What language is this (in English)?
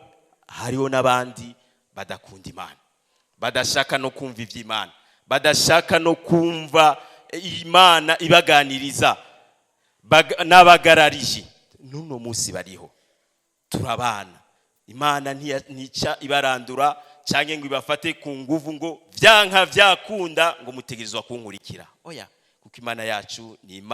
Rundi